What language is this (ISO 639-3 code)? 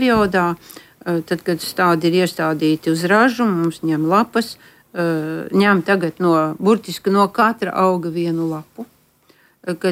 lav